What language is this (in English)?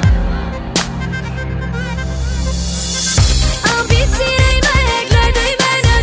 Bulgarian